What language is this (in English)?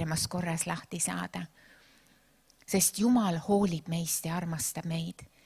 Estonian